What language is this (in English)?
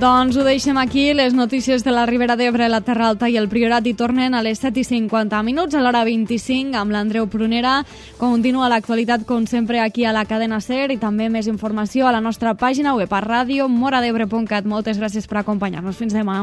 Catalan